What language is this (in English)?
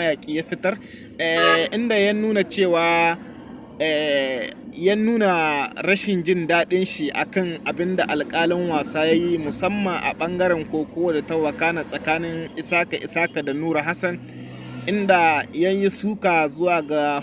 Hausa